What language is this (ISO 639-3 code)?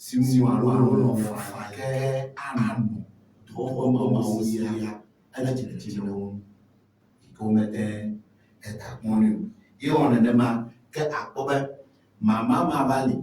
ewe